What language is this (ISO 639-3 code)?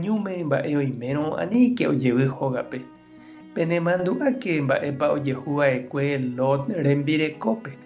grn